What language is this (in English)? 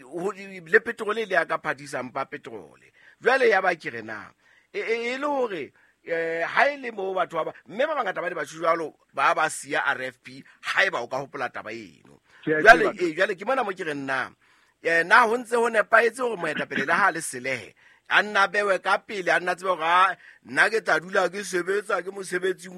Southern Sotho